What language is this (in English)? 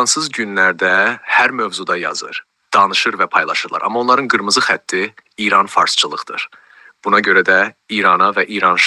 South Azerbaijani